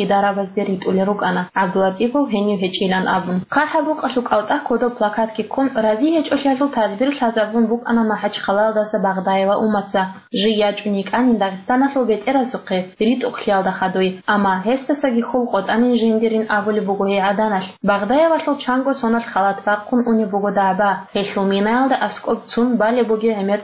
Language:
Avaric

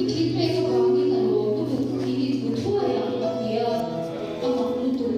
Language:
Mizo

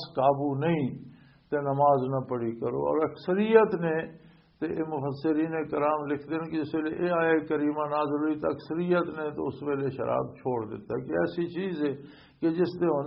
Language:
Western Panjabi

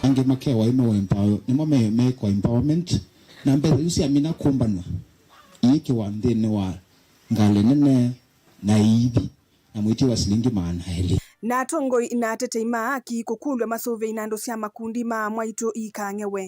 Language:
Kamba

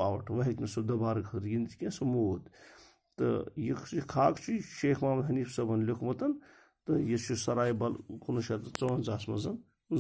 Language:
Kashmiri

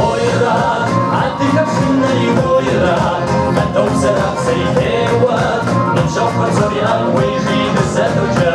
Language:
Kabardian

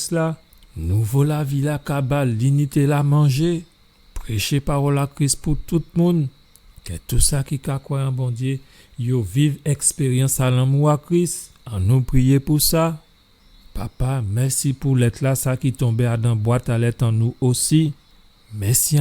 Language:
Guadeloupean Creole French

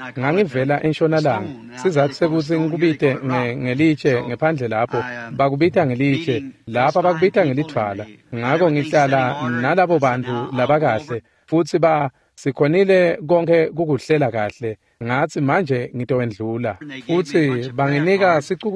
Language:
Swati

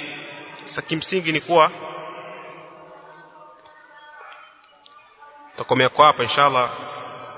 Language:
Swahili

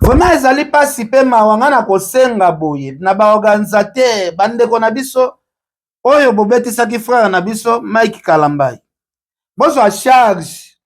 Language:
Lingala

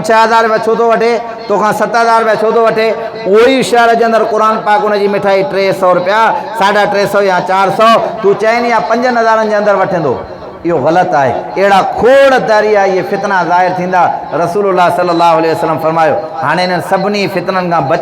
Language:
Sindhi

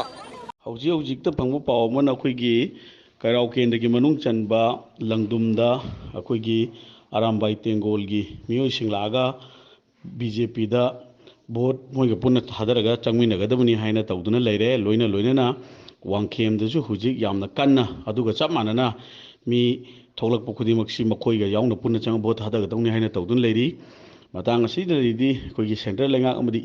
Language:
Manipuri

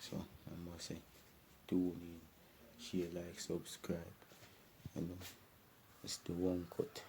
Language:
Jamaican Creole English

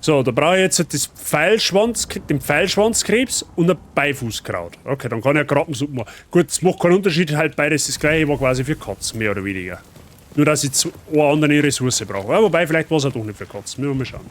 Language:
Bavarian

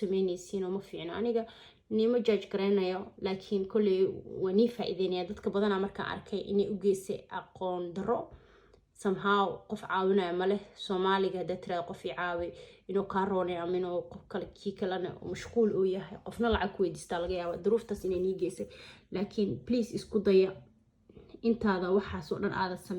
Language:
Somali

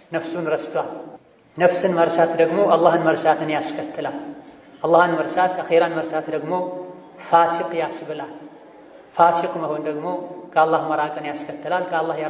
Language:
Amharic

